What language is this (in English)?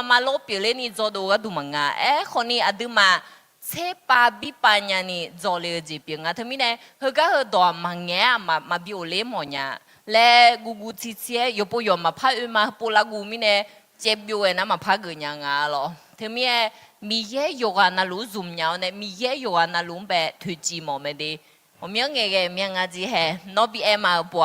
Akha